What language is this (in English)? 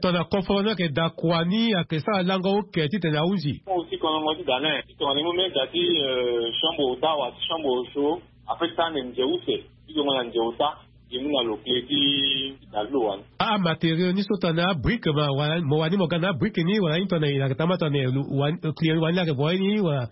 Sango